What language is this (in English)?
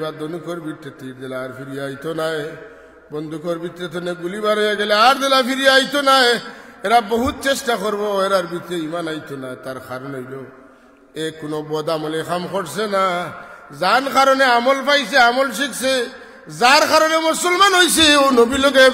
Sylheti